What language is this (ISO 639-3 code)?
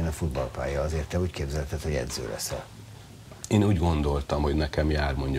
hun